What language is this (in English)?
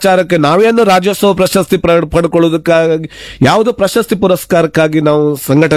Kannada